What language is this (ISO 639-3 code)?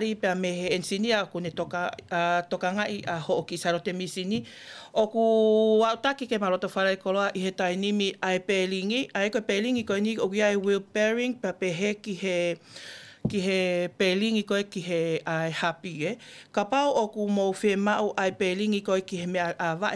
ton